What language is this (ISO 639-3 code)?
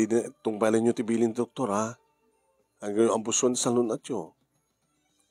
ilo